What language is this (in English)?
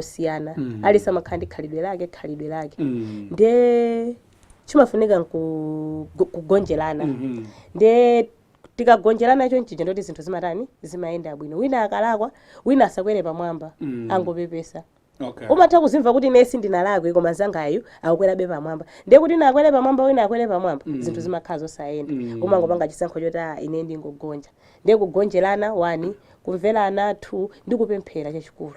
Nyanja